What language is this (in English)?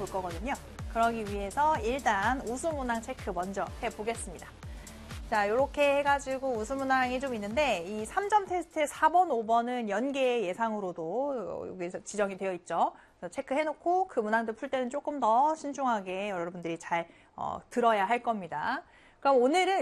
Korean